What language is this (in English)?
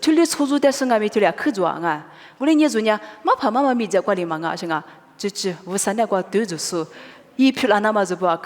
Lisu